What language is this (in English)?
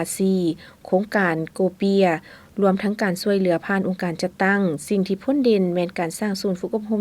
Lao